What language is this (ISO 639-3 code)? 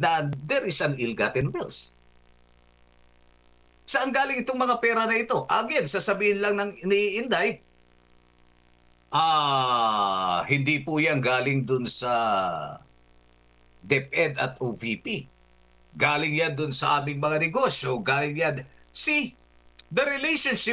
fil